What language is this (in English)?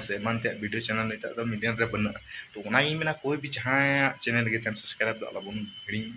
Santali